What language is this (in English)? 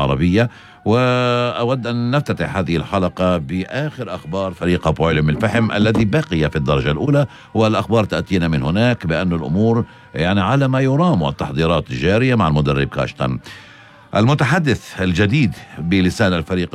North Levantine Arabic